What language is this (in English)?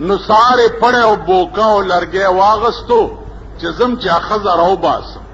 Pashto